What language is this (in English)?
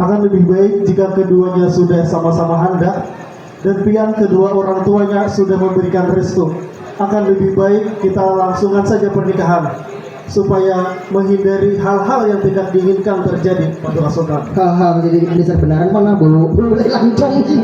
Banjar